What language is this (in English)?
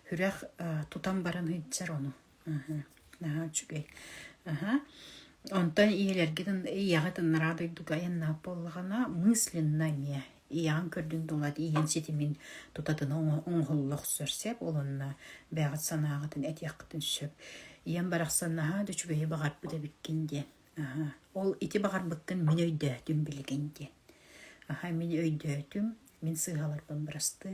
Yakut